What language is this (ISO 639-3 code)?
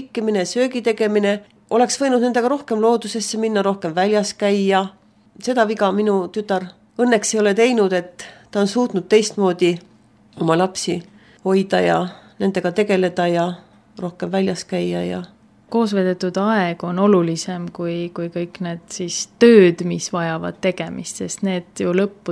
est